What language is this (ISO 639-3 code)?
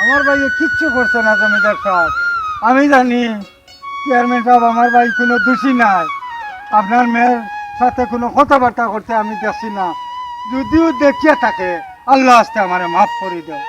syl